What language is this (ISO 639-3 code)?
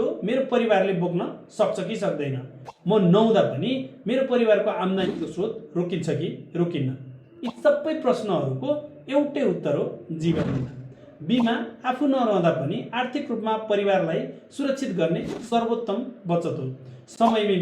nep